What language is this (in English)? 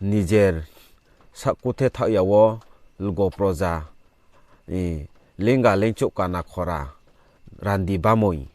Riang (India)